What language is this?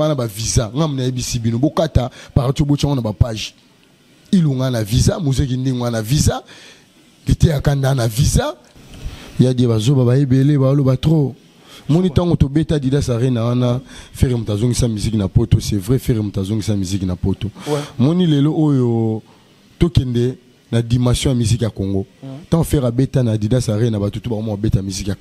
Lingala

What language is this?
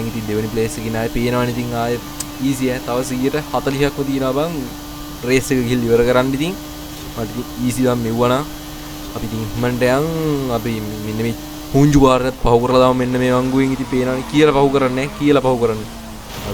Sinhala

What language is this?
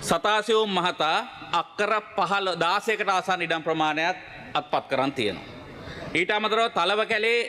Sinhala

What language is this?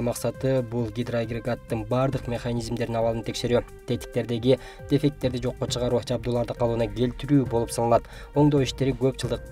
Kyrgyz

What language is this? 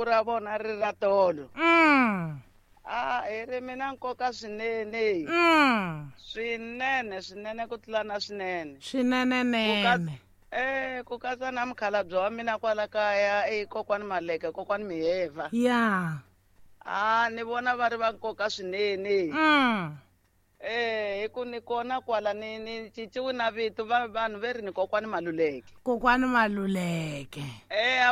Tsonga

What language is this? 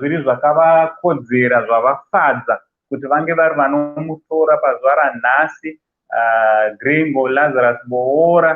Shona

